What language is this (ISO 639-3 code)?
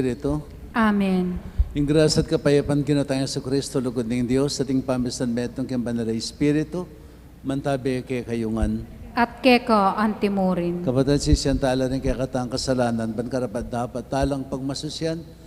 pam